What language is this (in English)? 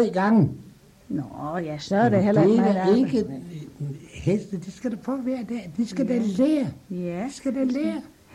Danish